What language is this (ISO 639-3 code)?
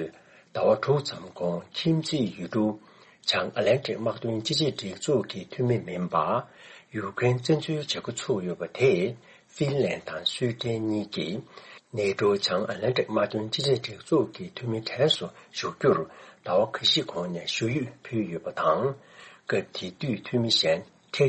bod